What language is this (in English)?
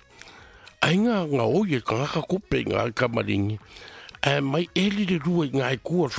Samoan